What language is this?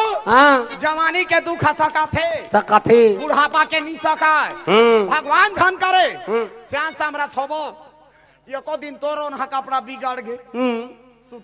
Chhattisgarhi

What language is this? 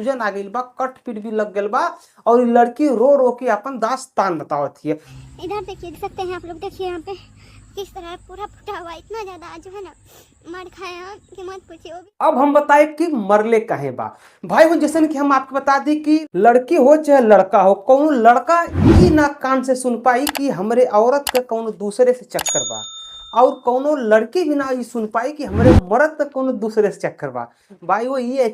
Bhojpuri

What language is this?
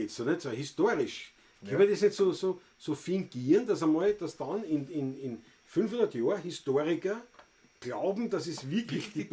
Bavarian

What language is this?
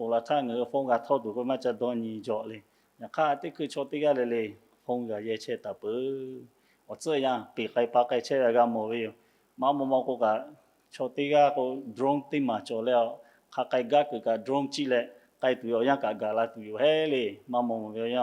Lahu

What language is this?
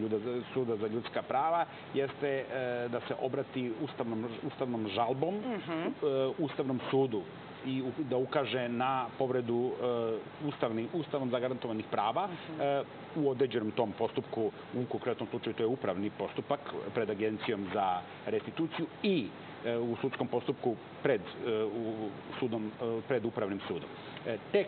Serbian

